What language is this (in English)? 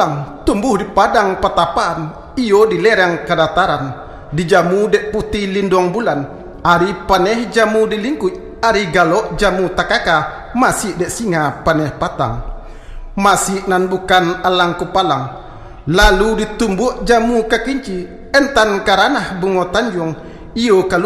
Minangkabau